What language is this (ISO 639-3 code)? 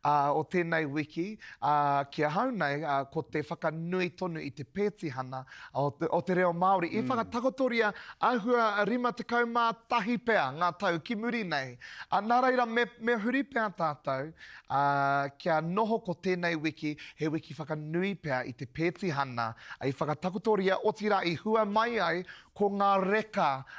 mri